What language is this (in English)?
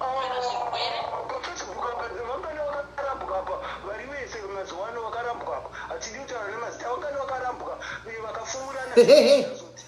Shona